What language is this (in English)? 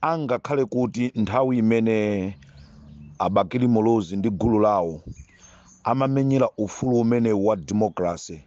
Nyanja